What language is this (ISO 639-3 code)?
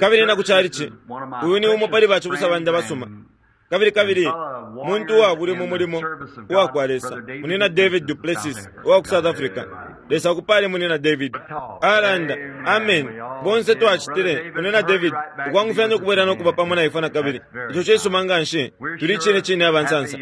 bem